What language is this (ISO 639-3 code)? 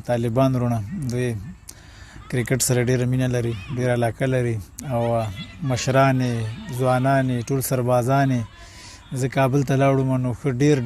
pus